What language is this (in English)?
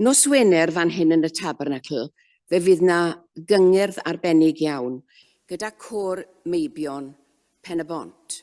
Welsh